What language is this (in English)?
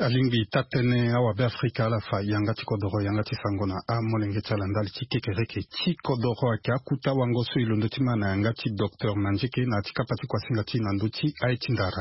Sango